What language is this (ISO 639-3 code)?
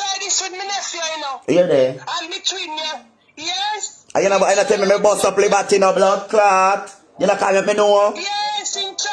jam